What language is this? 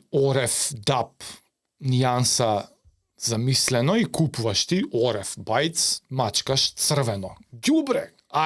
Macedonian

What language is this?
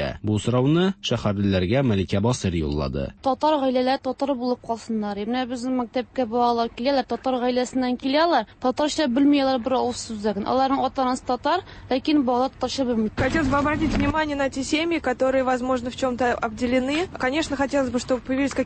Tatar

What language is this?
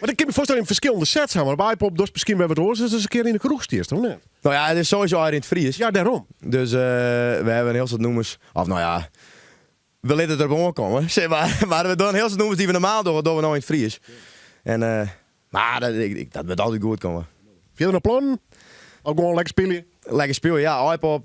Western Frisian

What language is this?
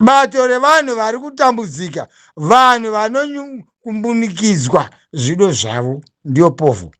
Shona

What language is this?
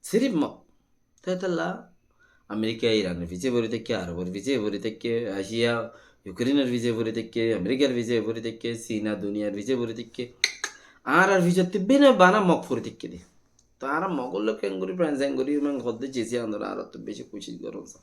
Rohingya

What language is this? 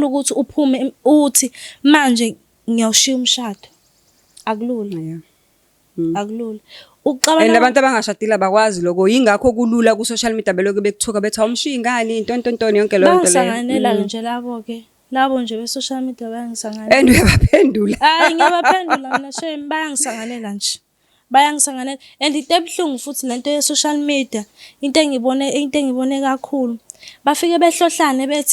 Zulu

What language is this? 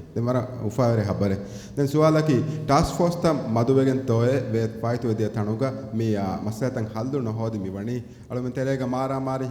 Divehi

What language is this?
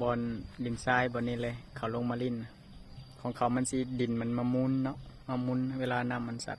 Lao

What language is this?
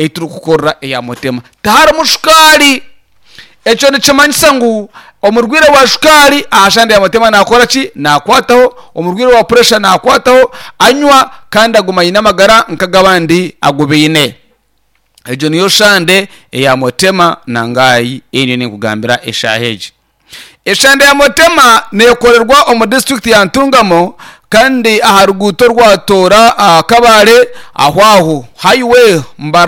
Nyankole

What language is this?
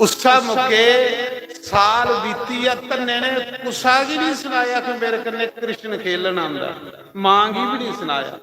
Dogri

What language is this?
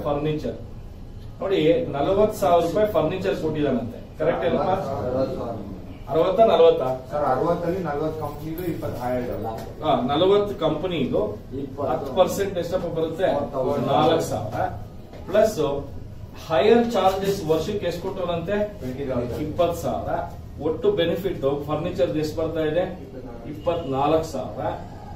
Kannada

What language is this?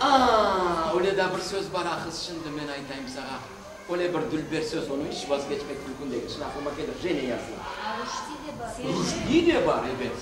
Crimean Tatar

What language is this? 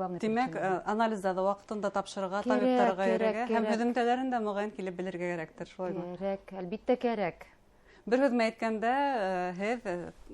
Bashkir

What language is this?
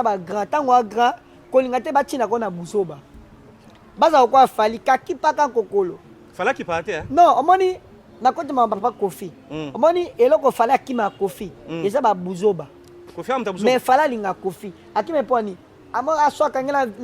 Lingala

